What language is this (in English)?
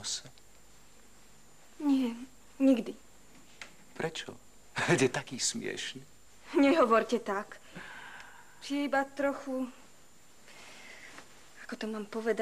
Slovak